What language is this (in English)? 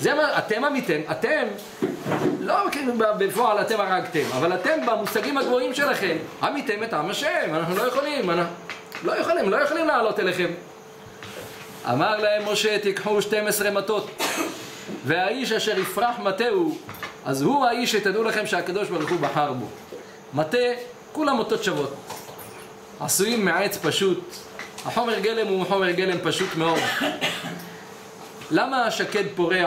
Hebrew